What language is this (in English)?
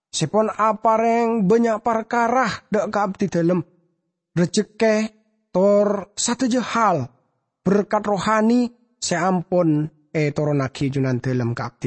Madurese